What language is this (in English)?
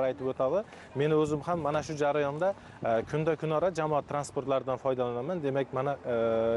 Uzbek